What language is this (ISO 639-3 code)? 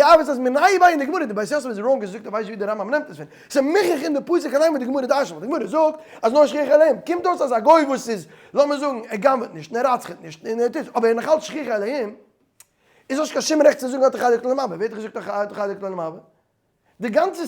yid